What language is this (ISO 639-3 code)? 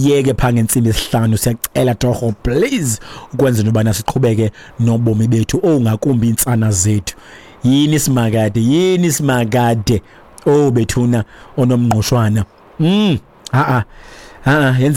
xho